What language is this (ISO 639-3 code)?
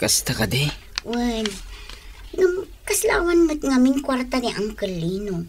ilo